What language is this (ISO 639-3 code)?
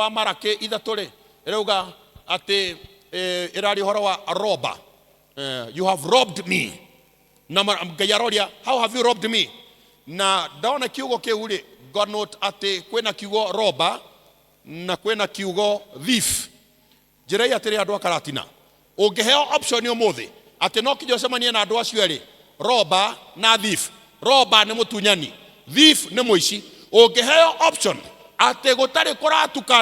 kik